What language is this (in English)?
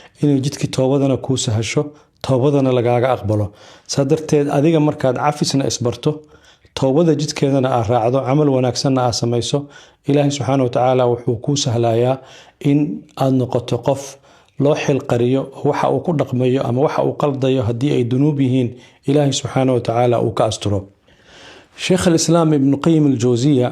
Somali